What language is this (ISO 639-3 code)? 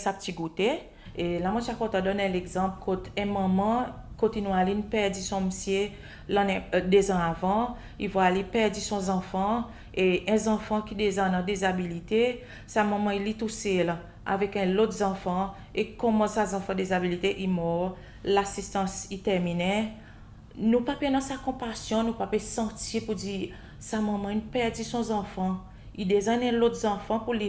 crs